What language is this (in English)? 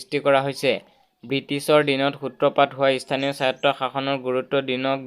Assamese